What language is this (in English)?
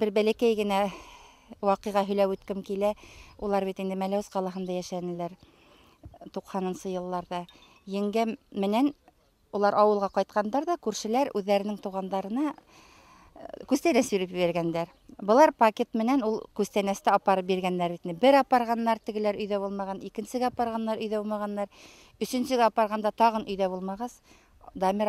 Bashkir